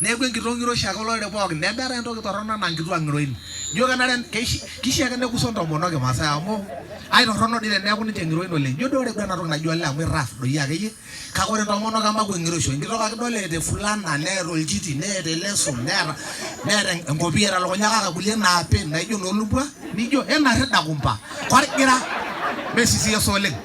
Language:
Masai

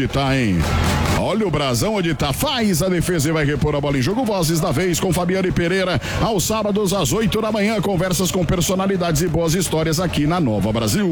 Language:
Portuguese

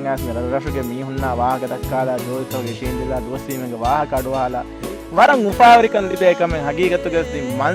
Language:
Divehi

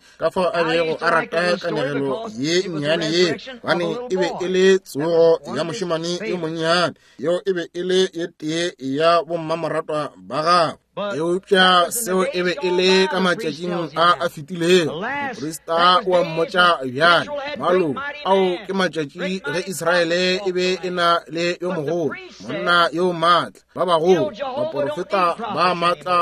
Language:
Northern Sotho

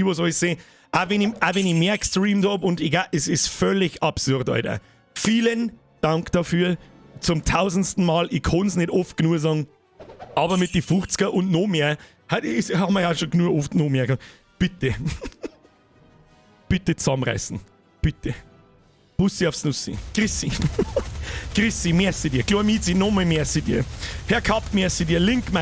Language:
Bavarian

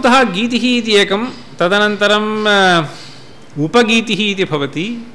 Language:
Sanskrit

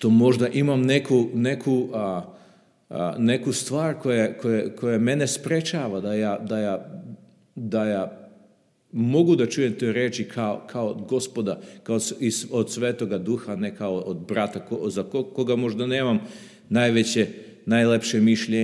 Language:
Serbian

